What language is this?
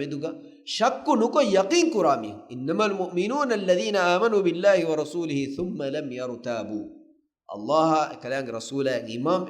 Divehi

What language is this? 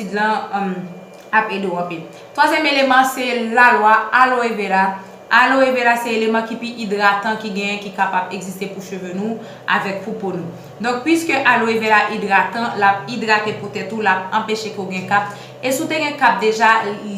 Haitian Creole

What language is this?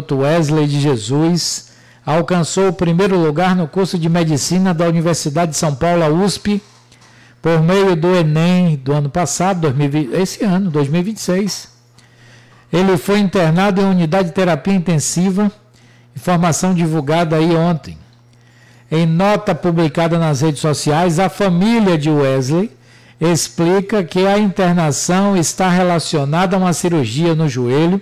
Portuguese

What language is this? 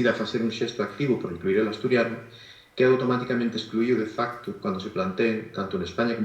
Asturian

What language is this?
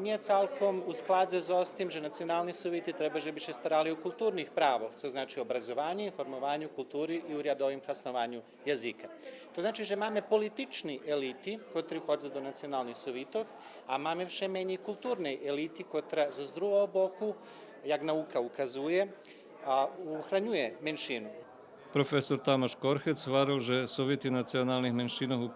Rusyn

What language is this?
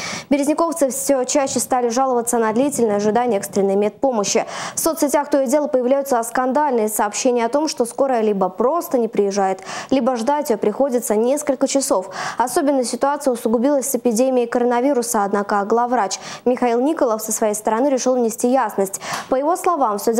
Russian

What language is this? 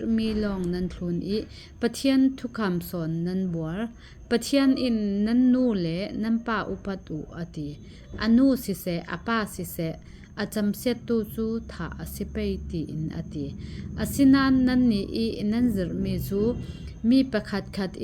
Falam Chin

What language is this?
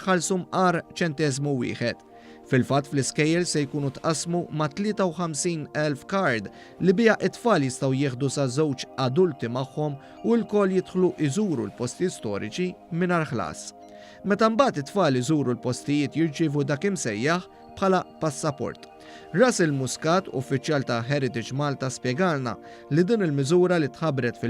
Maltese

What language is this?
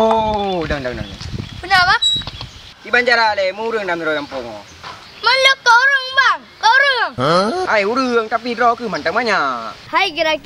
Achinese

